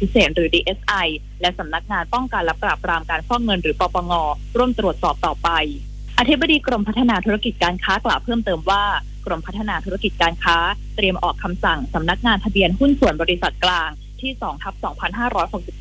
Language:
Thai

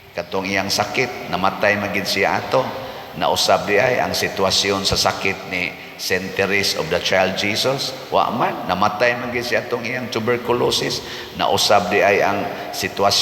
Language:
Cebuano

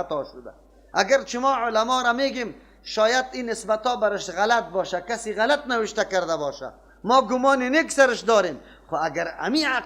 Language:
Persian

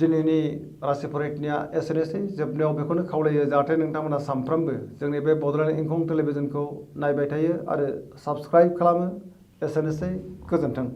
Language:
Bodo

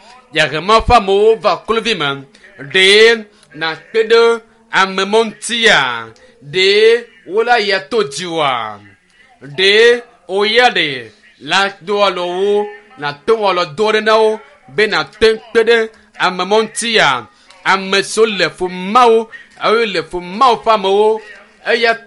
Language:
Ewe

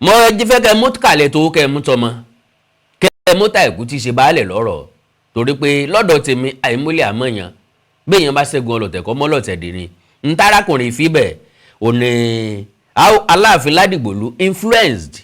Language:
Yoruba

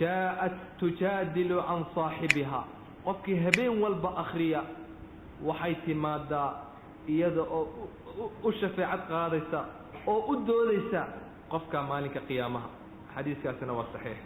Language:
Somali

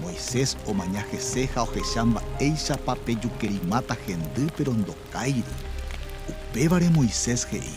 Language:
Guarani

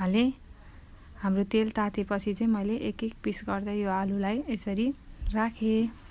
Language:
Nepali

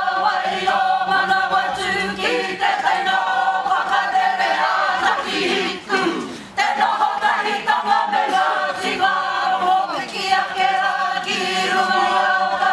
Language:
Māori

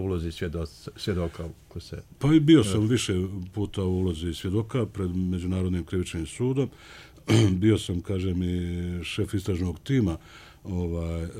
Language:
Bosnian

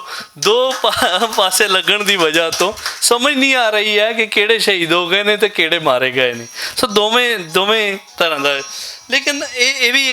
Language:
Western Panjabi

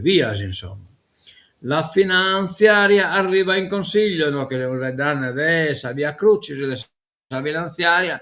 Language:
Sardinian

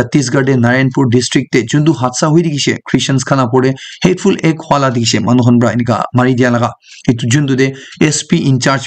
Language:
Naga Pidgin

